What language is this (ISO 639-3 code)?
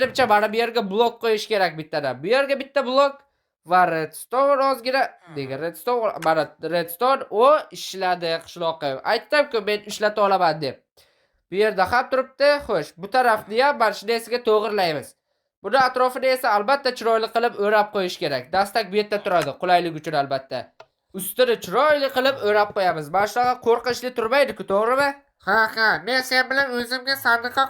uzb